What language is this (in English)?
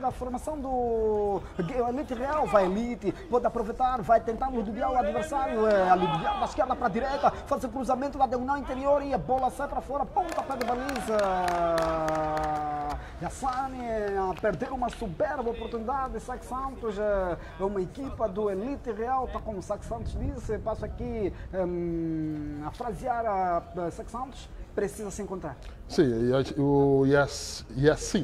Portuguese